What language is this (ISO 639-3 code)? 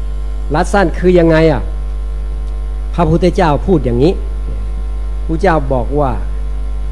tha